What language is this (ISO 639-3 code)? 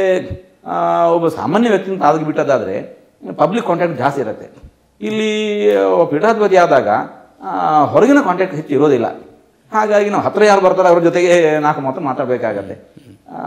kan